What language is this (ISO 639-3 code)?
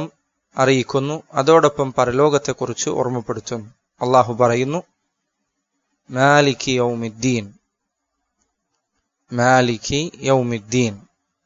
mal